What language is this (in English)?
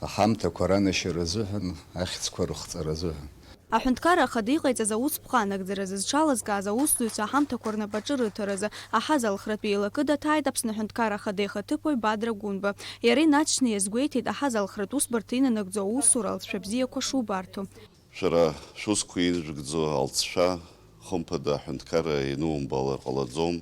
Abkhazian